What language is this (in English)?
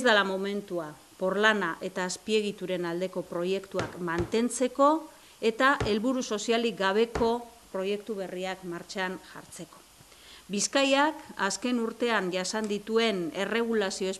Basque